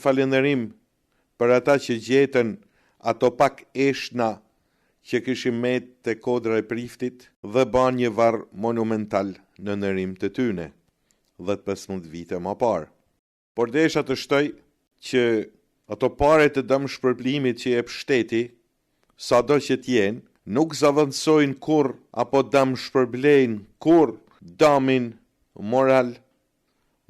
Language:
Albanian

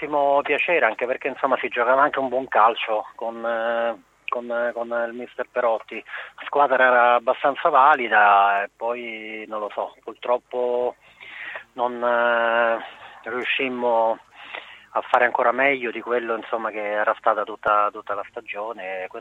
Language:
Italian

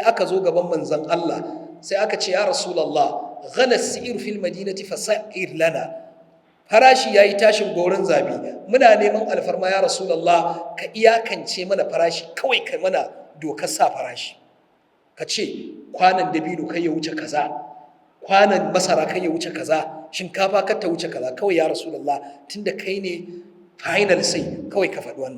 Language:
Hausa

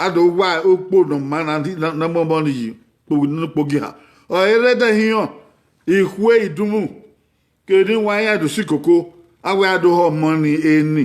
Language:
Bini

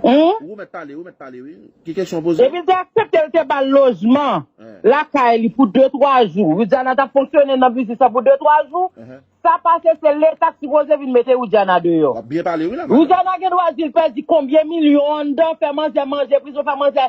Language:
Haitian Creole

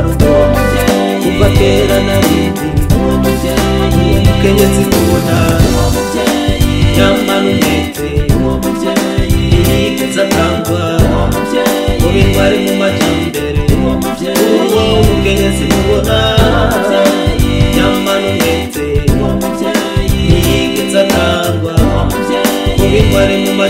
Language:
Rundi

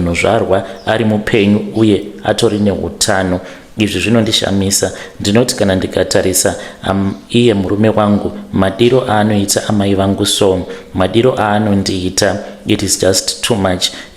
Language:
Shona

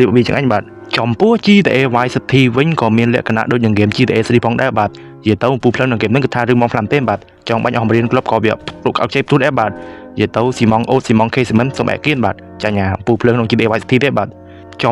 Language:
Khmer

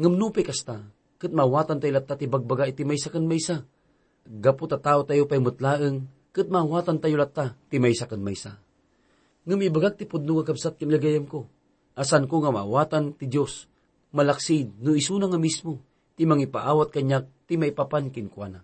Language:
Iloko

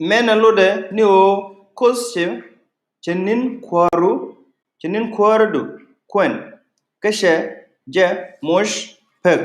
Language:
Nuer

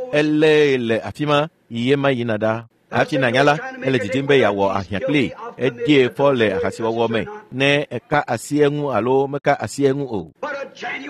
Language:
Ewe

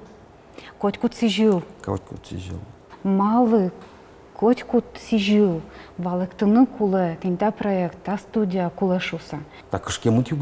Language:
Udmurt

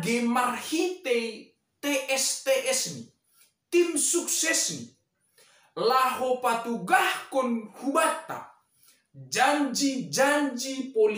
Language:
Batak Simalungun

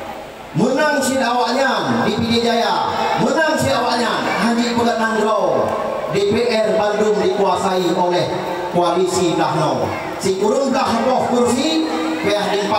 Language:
Achinese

